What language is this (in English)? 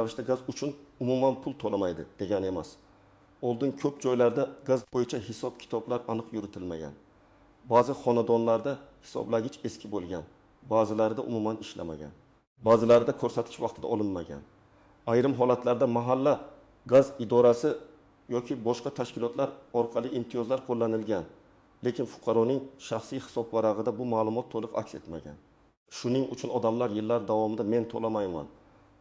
Uzbek